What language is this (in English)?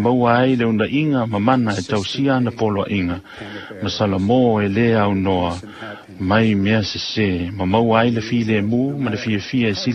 Samoan